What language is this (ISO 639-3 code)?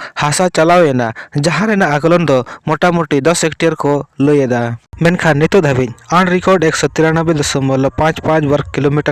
sat